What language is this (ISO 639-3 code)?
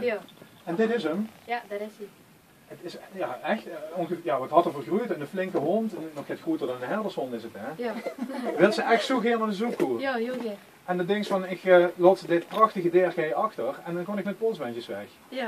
lim